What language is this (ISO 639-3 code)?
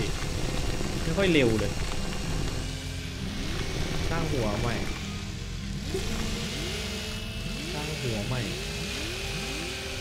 tha